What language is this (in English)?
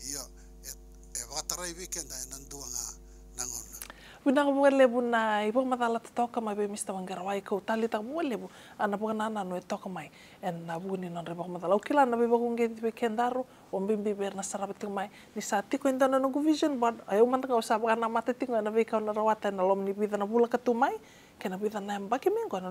Fijian